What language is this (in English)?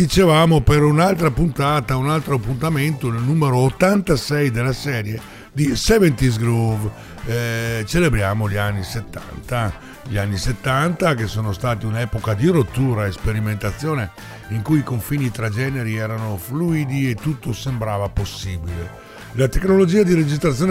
Italian